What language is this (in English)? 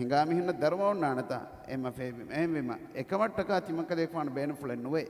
Divehi